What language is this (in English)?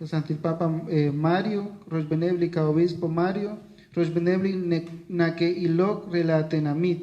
Kekchí